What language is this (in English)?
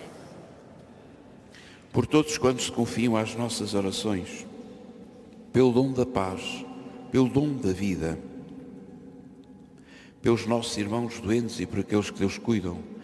Portuguese